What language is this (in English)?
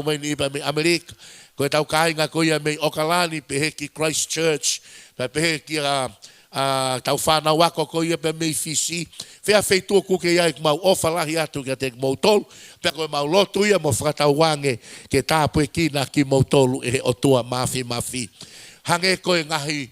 Tongan